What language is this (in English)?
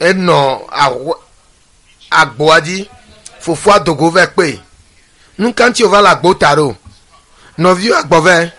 Ewe